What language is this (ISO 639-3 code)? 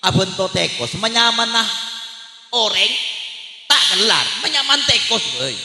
mad